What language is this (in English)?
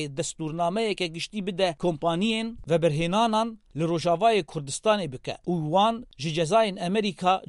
Kurdish